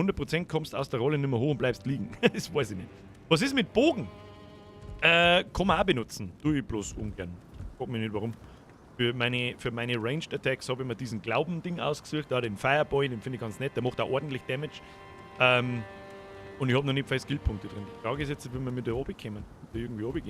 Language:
Bavarian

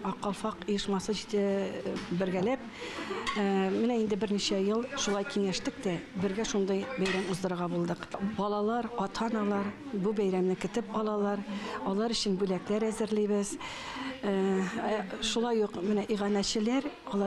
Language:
Tatar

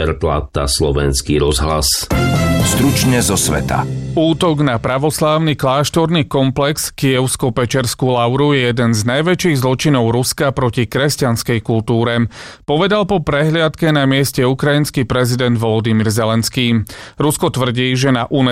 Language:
Slovak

